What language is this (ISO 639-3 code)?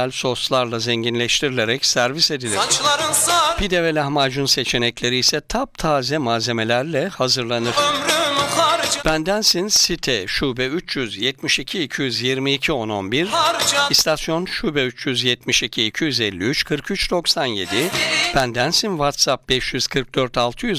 tur